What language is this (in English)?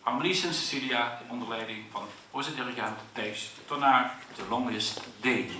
Limburgish